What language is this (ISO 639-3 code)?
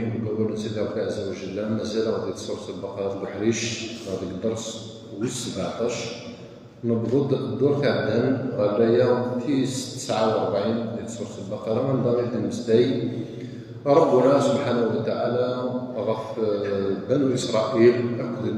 kab